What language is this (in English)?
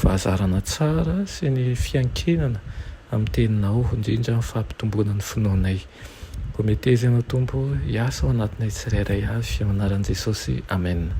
Malagasy